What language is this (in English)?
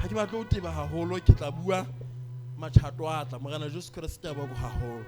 Southern Sotho